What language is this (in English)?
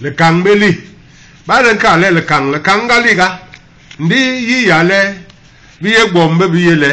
Basaa